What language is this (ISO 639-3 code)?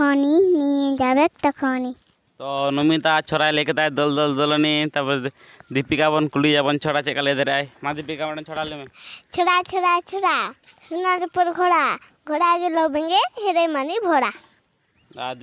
sat